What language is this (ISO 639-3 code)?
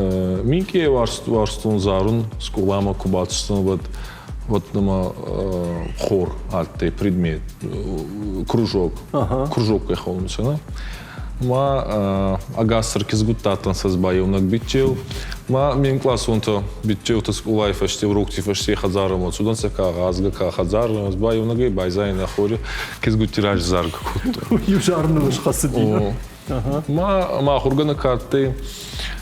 oss